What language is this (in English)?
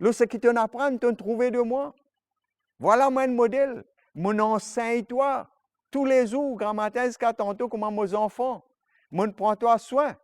Morisyen